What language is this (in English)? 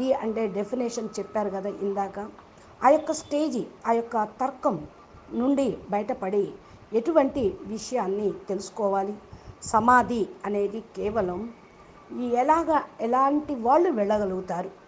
Telugu